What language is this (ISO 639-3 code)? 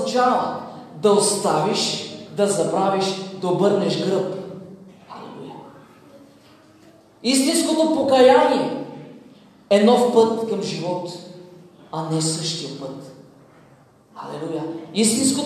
bul